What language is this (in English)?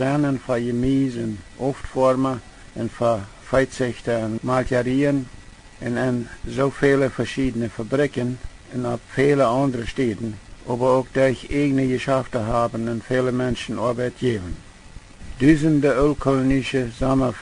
Plautdietsch